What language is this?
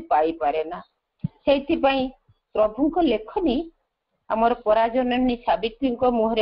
Odia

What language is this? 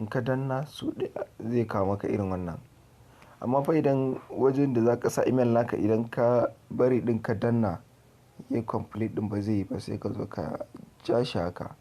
Hausa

